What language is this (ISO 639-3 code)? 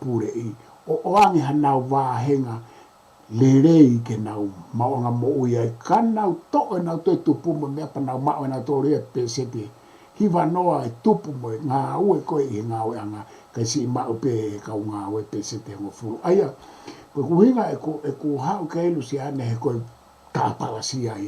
ton